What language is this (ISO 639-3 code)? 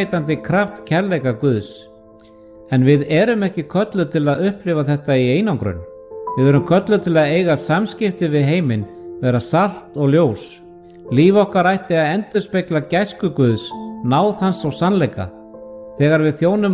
isl